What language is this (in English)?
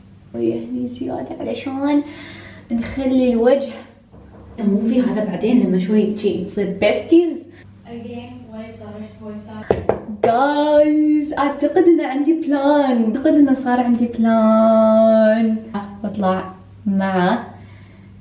Gulf Arabic